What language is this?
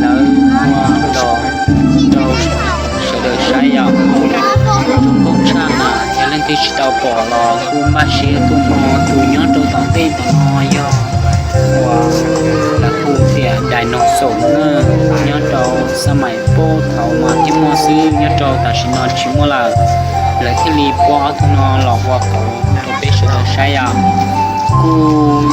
Hmong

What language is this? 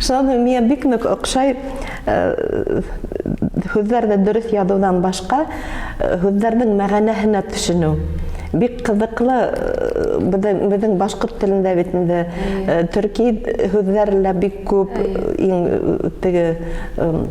Bashkir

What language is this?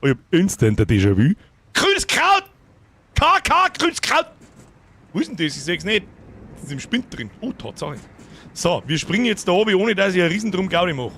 Bavarian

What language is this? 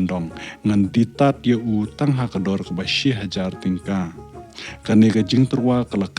Khasi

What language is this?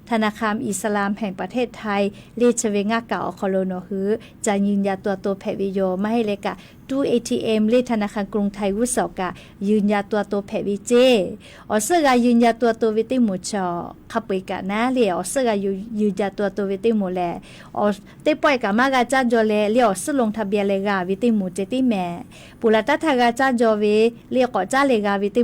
Lahu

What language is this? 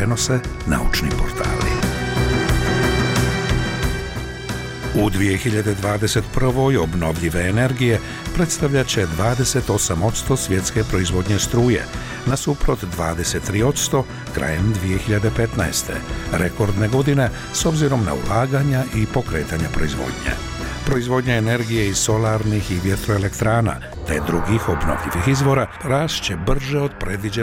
Bosnian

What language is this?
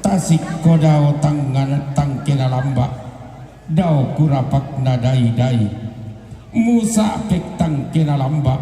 Toraja-Sa'dan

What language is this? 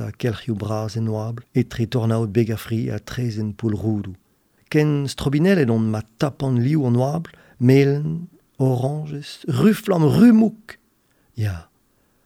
Breton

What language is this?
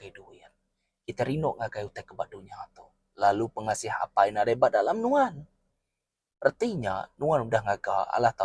Iban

